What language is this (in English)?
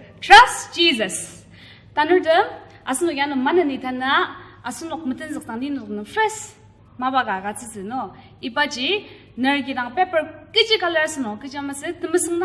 Ao Naga